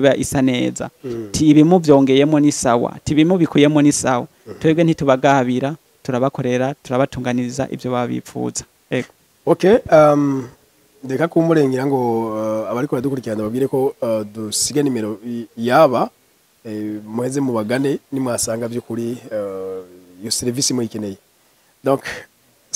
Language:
Rundi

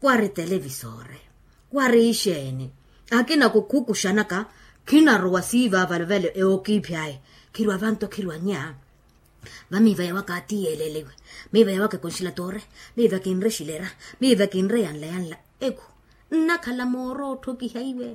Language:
Makhuwa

